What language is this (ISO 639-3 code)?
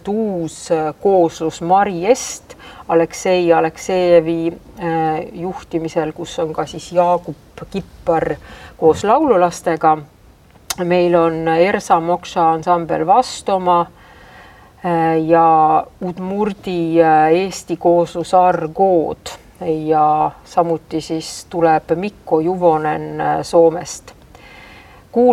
est